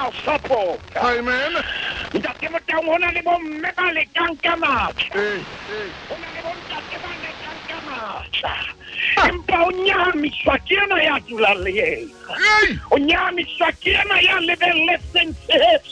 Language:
Southern Sotho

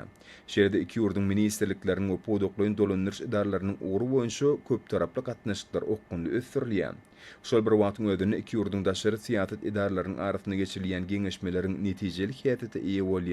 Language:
Turkmen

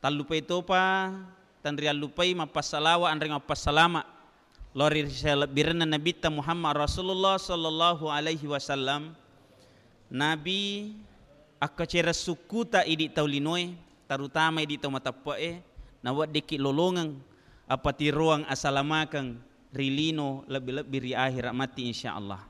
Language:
Buginese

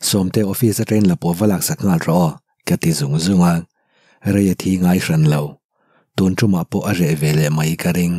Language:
Mizo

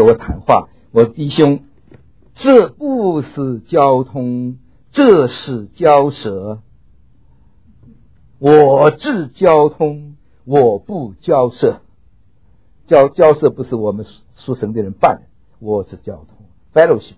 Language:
Chinese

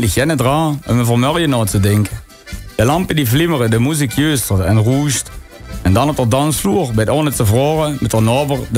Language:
Limburgish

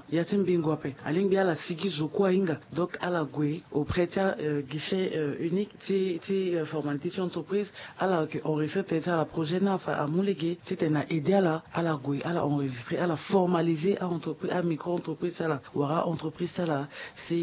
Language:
Sango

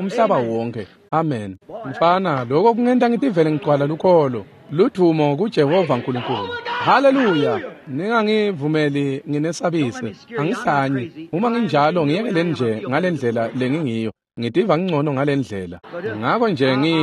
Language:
Swati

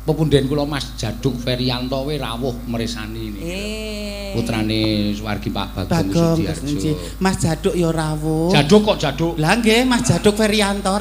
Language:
Javanese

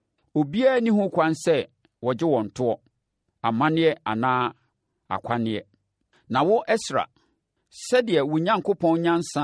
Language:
Akan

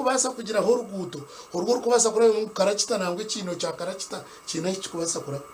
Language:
Nyankole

